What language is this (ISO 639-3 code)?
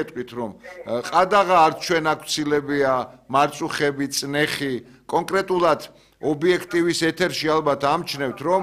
kat